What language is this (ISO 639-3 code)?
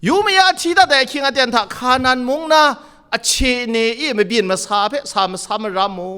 kac